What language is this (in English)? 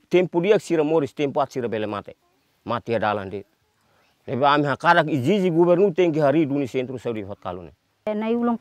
Tetum